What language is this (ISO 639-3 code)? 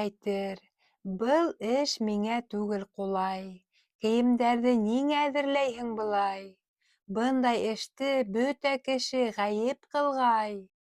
bak